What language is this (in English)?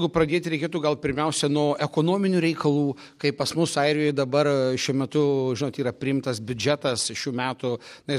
Lithuanian